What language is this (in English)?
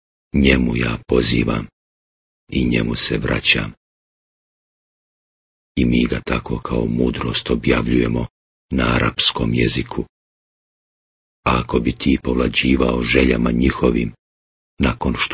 Bosnian